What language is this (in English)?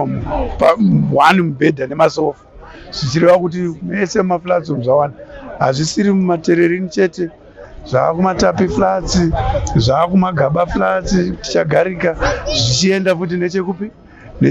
Shona